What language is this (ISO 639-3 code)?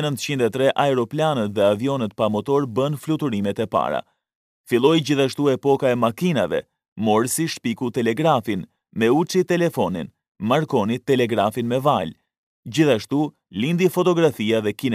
sqi